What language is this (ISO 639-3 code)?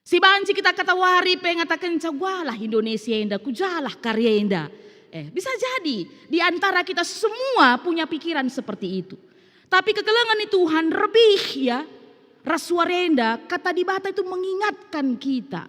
btx